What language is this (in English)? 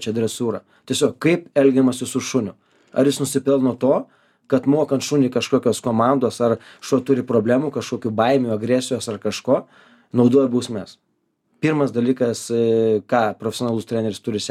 Lithuanian